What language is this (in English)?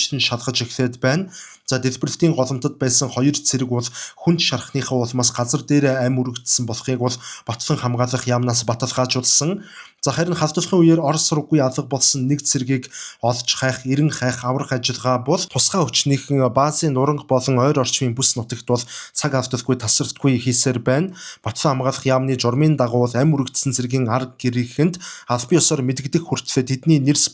Mongolian